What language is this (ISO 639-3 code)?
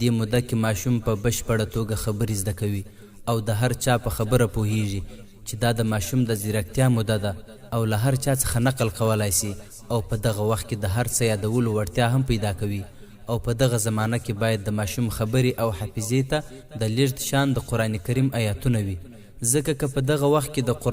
pus